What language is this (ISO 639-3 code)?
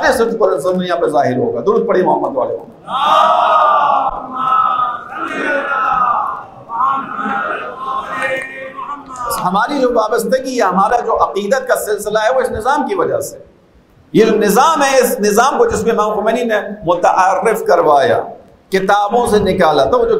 urd